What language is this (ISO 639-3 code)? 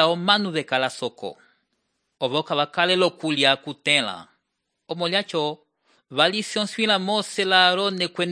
umb